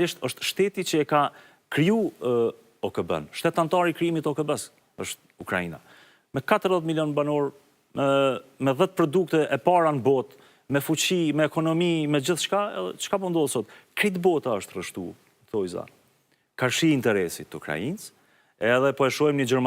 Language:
Albanian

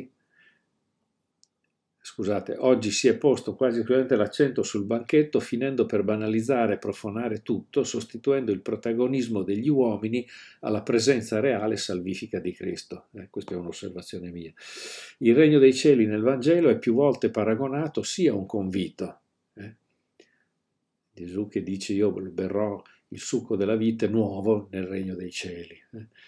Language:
Italian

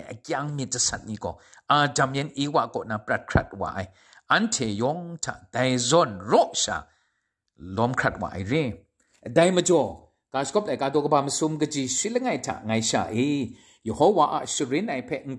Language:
Kachin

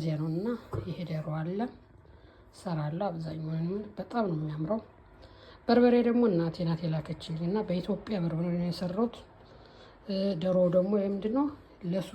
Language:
Amharic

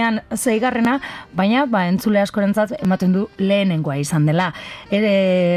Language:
Basque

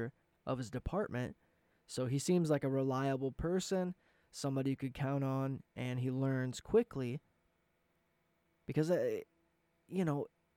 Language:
English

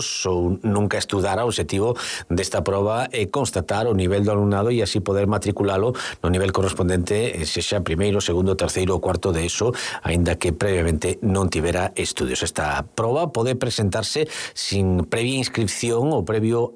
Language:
Galician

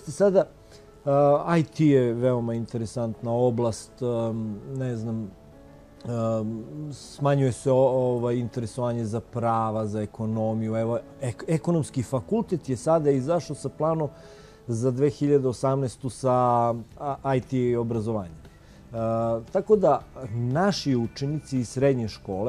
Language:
Serbian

